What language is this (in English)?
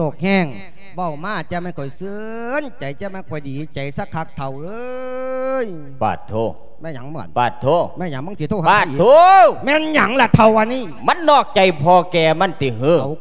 Lao